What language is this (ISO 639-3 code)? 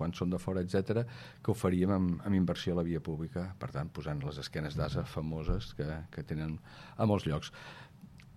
cat